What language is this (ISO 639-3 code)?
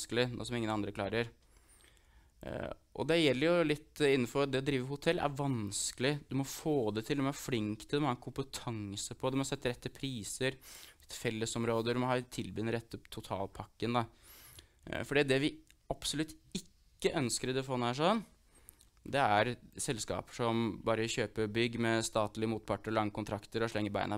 nor